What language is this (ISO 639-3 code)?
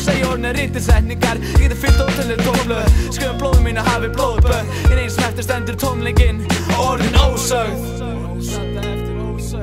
isl